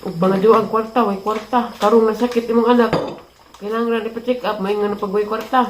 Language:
Cebuano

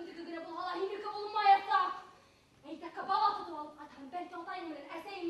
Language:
Bashkir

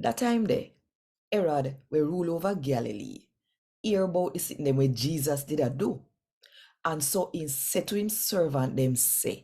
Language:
Jamaican Creole English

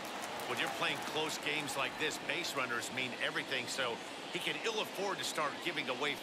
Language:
English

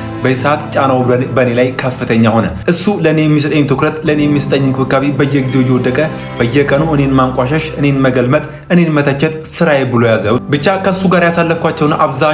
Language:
Amharic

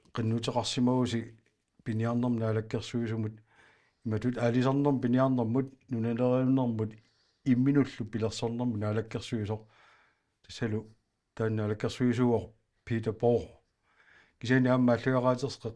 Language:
Kalaallisut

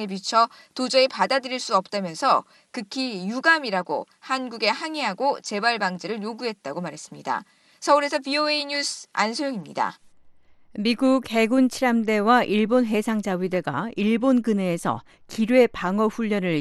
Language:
Korean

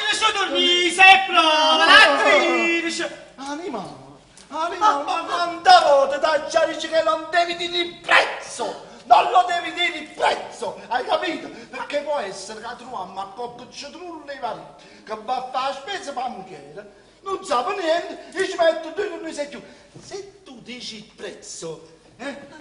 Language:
Neapolitan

